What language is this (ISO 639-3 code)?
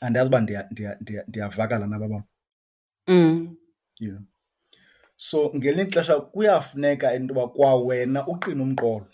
xho